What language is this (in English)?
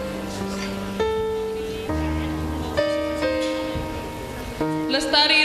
Indonesian